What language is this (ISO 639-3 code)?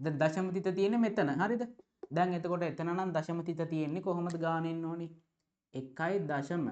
sin